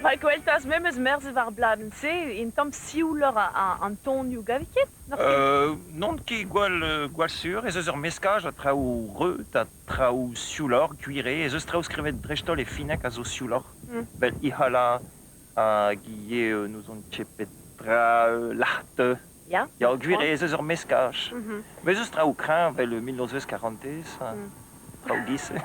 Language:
Breton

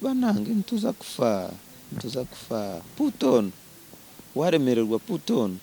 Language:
Nyankole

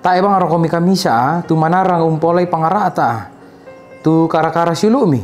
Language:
Toraja-Sa'dan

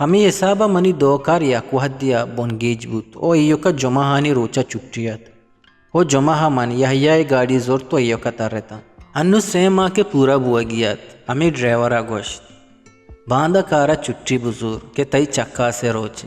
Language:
Eastern Balochi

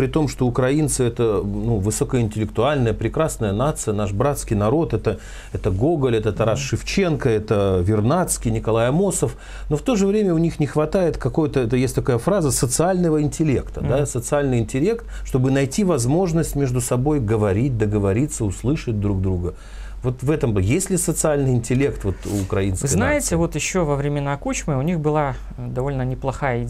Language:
Russian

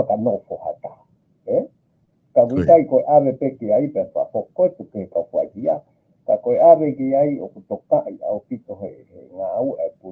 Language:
Tongan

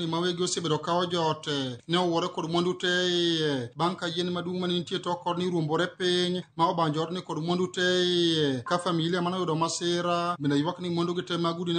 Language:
Luo (Kenya and Tanzania)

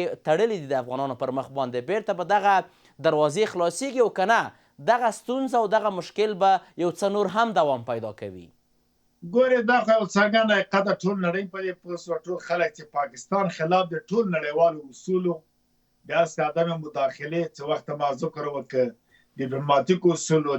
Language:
Pashto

